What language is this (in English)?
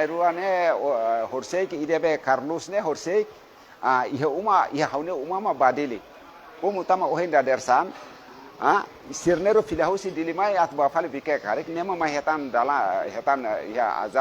Tetum